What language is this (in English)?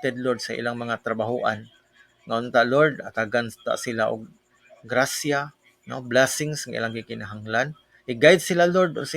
Cebuano